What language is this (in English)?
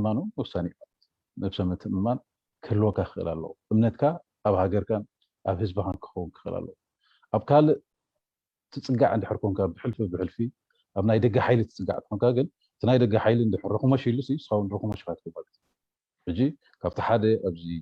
Tigrinya